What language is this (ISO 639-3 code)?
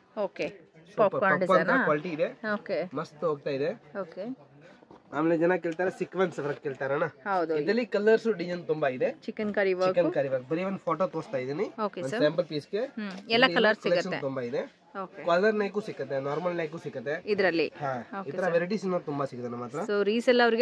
kan